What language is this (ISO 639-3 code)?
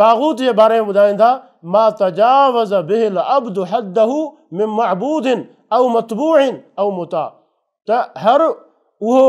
snd